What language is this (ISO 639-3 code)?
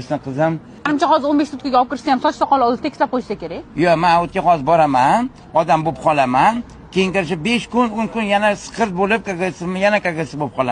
uzb